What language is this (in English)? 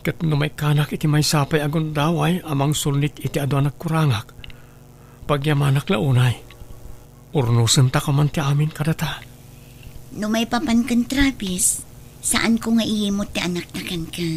Iloko